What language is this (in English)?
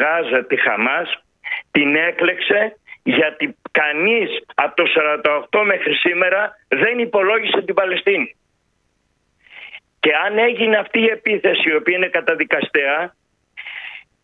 Greek